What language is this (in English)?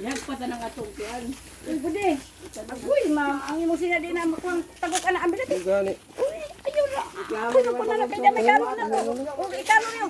Cebuano